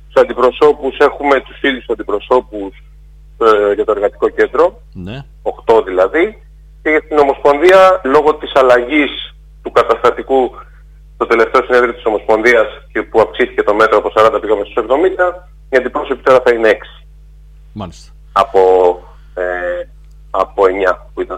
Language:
Greek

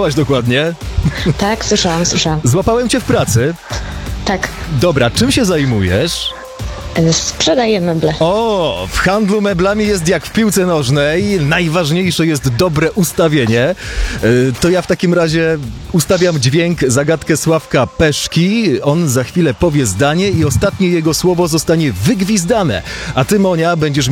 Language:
Polish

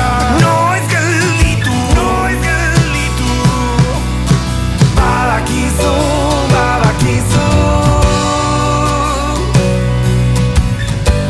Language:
Basque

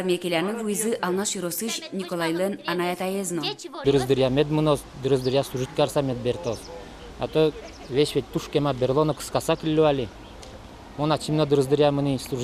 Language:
Udmurt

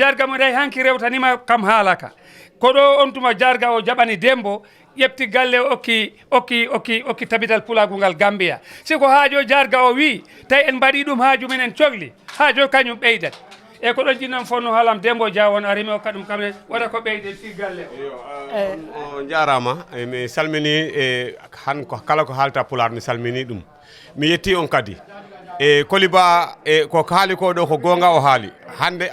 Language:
Fula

